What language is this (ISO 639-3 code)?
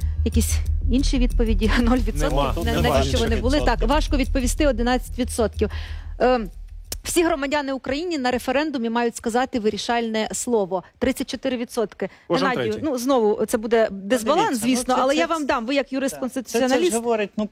ukr